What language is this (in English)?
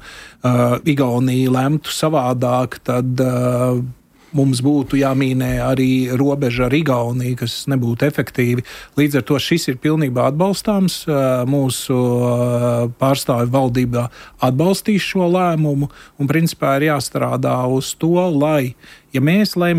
Latvian